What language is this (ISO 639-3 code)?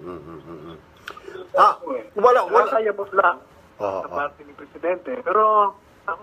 fil